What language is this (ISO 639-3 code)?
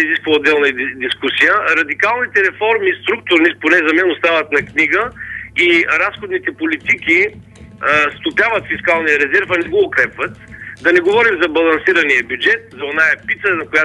bul